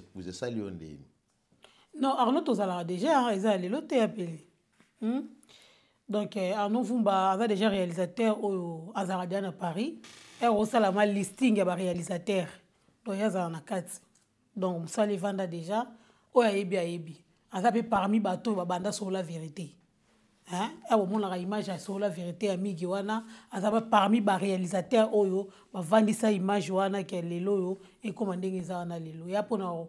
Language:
Lingala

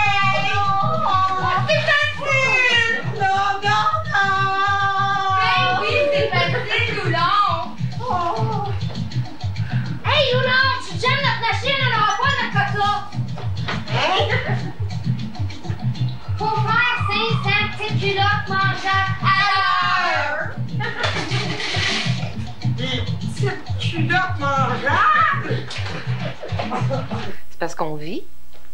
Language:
French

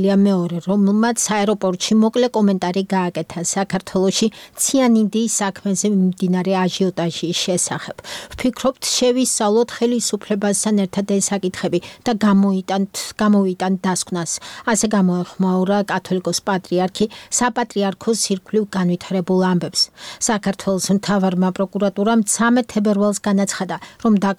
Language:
Georgian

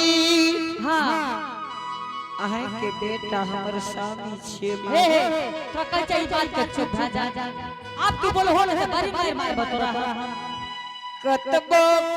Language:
Angika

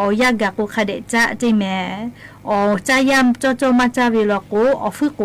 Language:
Lahu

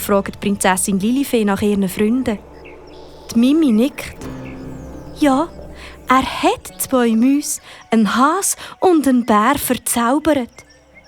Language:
Swiss German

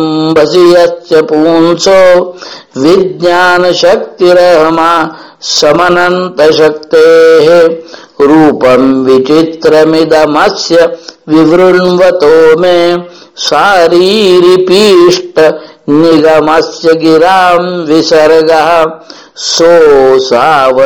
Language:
Sanskrit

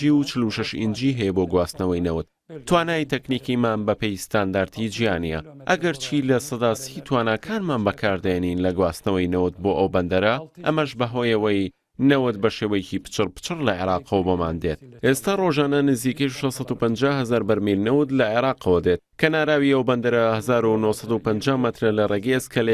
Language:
Central Kurdish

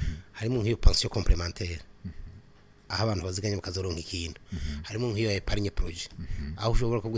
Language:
Rundi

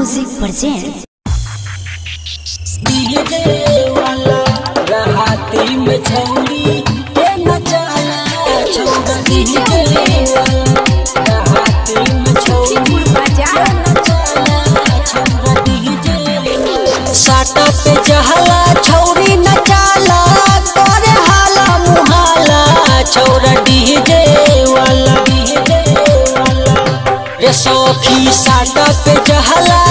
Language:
Bhojpuri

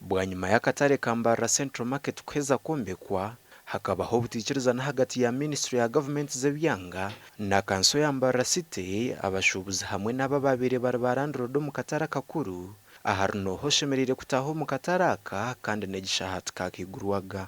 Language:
Nyankole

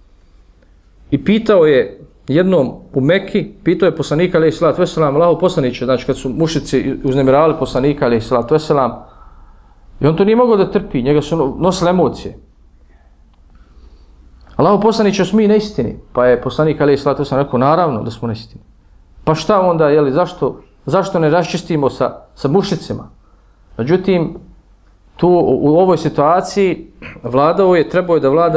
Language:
Bosnian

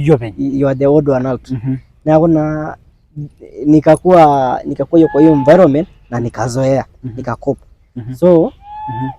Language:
Masai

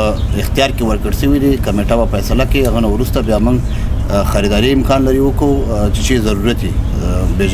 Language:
Pashto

